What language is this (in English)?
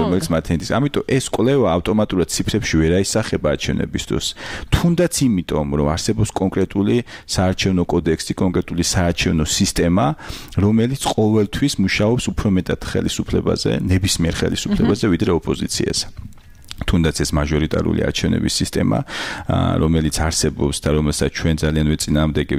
Georgian